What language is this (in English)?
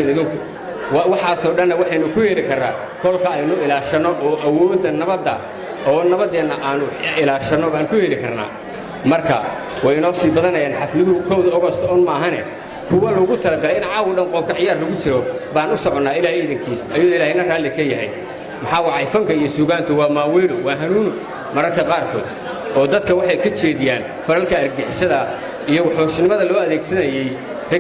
Somali